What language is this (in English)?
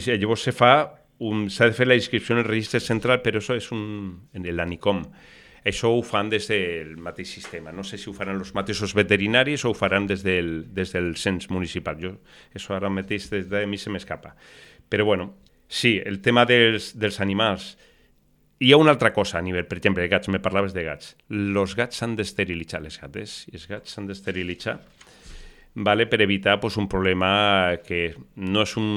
Catalan